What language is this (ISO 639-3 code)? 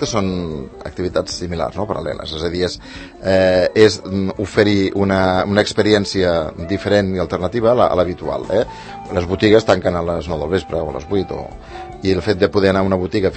cat